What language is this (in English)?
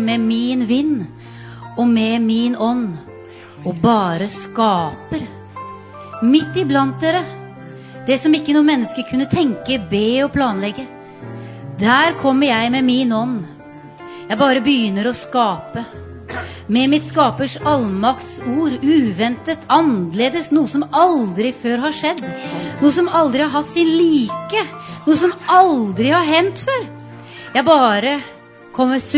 Norwegian